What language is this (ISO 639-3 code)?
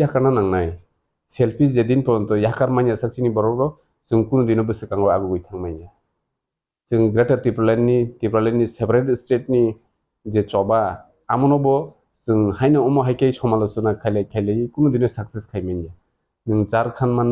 trp